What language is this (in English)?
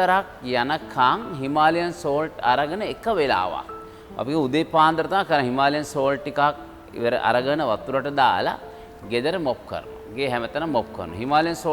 Sinhala